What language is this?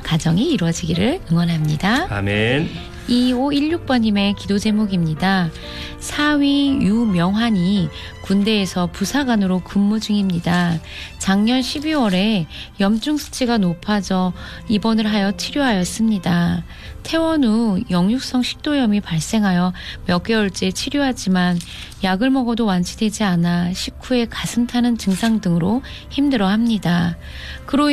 Korean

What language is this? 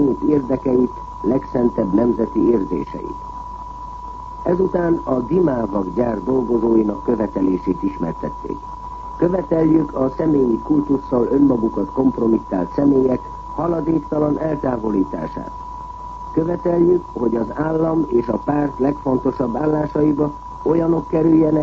Hungarian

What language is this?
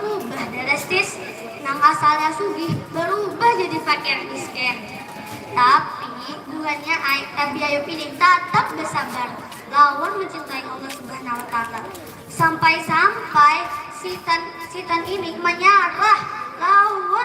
Banjar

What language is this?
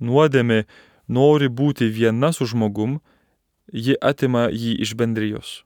Lithuanian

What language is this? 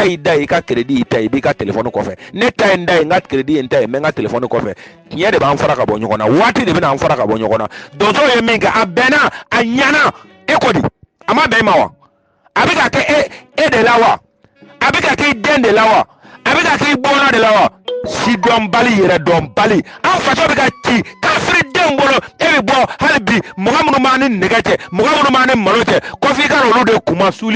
Bambara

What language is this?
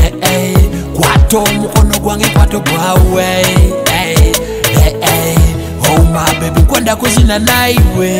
Nyoro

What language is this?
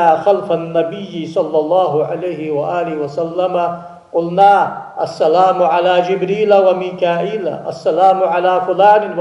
Ingush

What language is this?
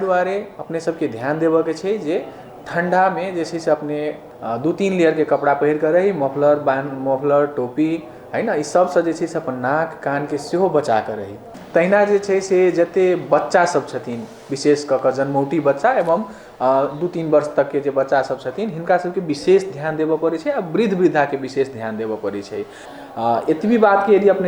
Maithili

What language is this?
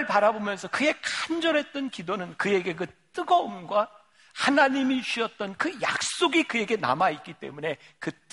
Korean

